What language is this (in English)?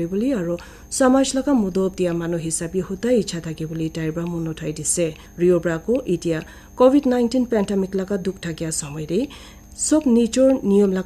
Naga Pidgin